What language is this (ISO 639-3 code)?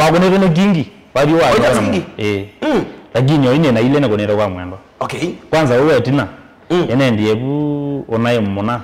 kam